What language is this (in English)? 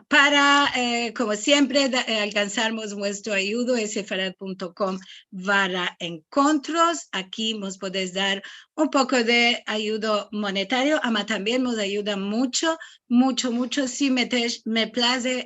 Ladino